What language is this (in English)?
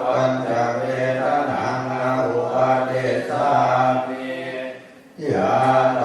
Pali